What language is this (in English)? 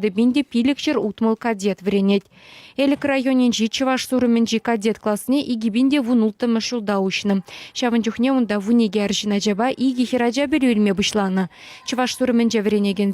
Chuvash